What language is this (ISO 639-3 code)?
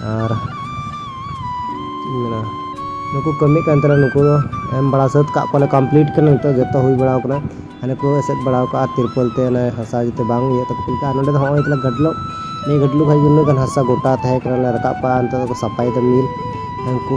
sat